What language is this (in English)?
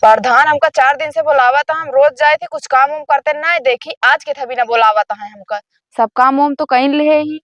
Awadhi